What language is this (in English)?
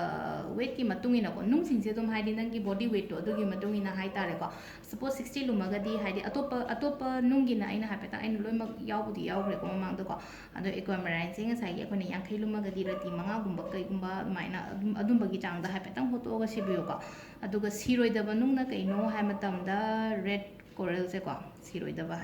Manipuri